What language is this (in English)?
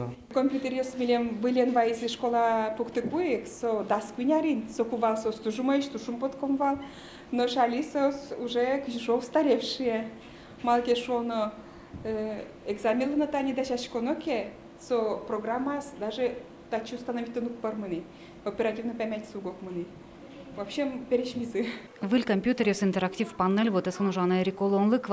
Udmurt